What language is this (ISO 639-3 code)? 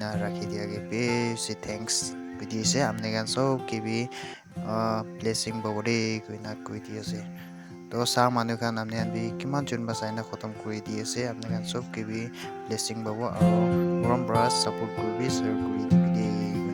nag